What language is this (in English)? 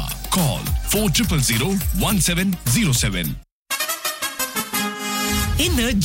Malayalam